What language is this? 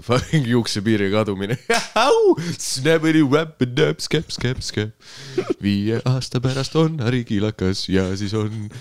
Estonian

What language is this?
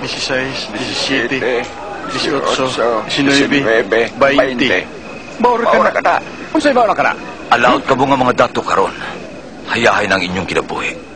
Cebuano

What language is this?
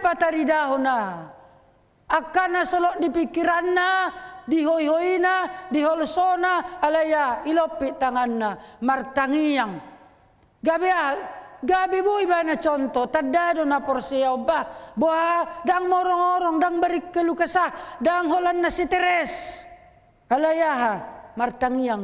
Batak Toba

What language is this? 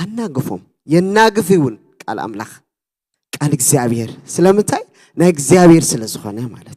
Tigrinya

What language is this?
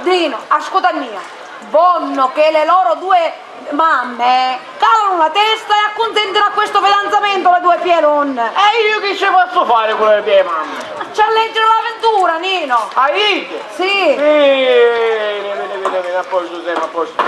Sicilian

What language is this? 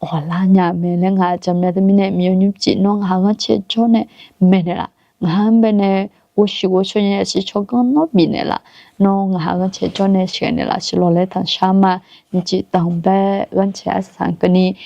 Akha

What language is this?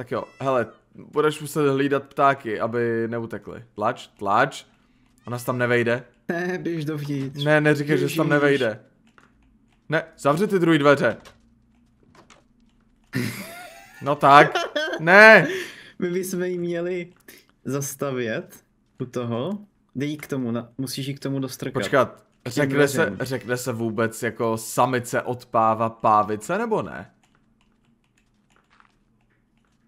Czech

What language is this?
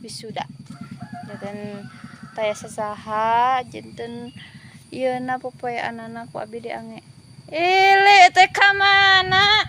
Sundanese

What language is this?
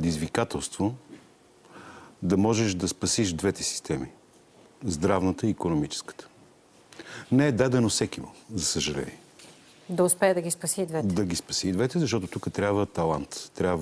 Bulgarian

